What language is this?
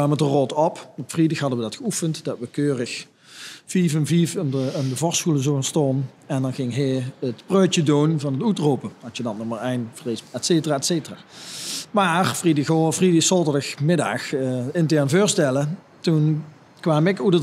Limburgish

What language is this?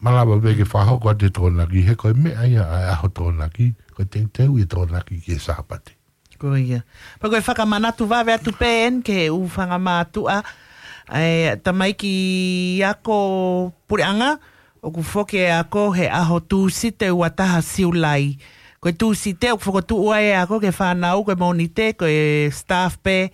Tongan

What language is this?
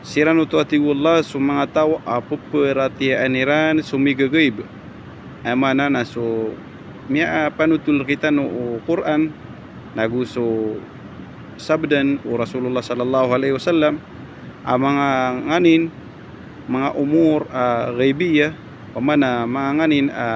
Maranao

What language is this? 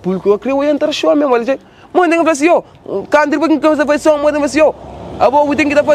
Kabuverdianu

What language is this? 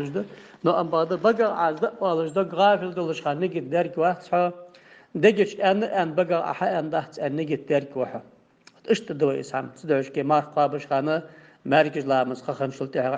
Ingush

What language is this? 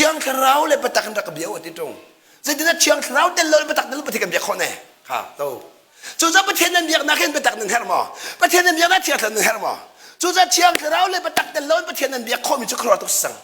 Hakha Chin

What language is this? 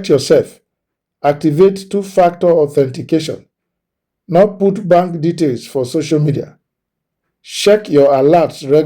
Nigerian Pidgin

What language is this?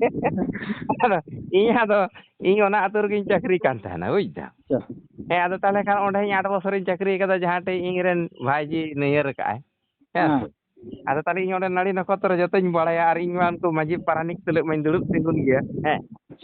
Santali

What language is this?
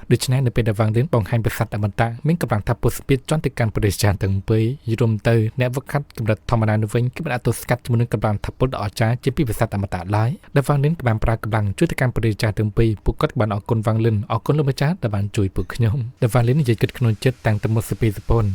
Khmer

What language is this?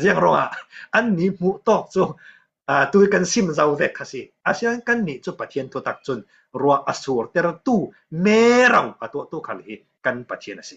Falam Chin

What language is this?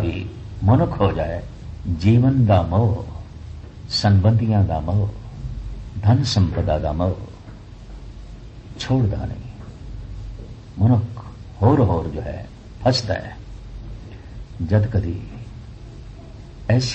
Punjabi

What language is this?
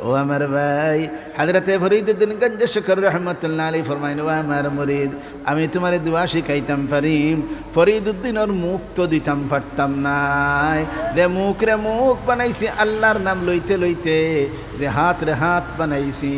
Sylheti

